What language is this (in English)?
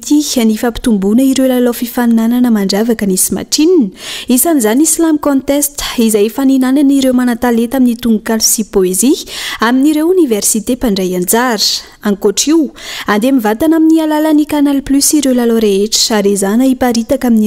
Malagasy